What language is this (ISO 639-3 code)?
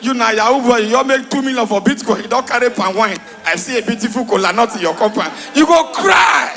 pcm